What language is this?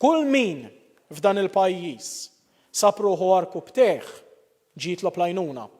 Maltese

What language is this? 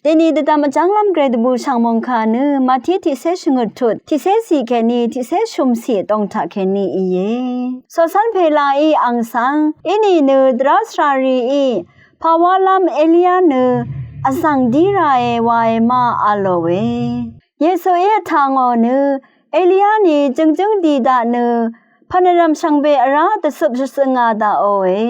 Rawang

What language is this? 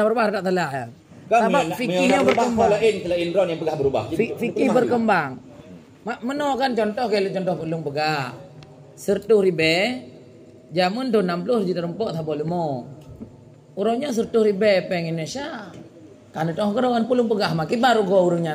Achinese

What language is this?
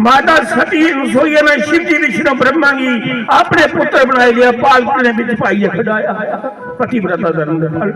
Dogri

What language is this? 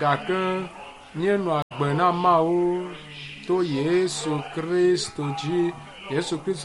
Ewe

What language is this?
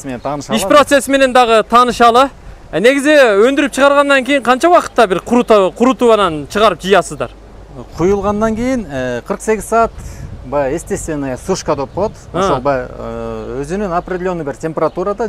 Kyrgyz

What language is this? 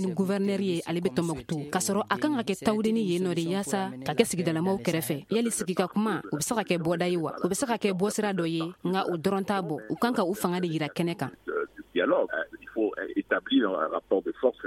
Bambara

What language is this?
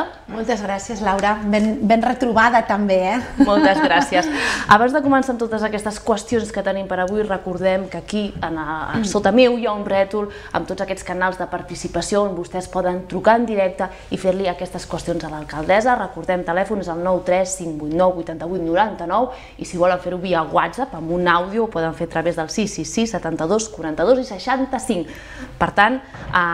Catalan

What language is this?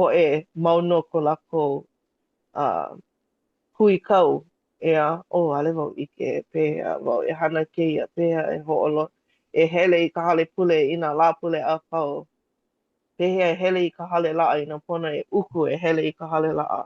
Hawaiian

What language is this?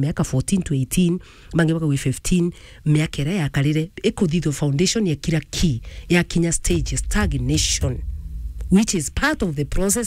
Meru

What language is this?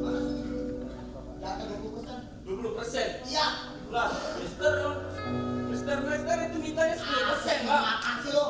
Betawi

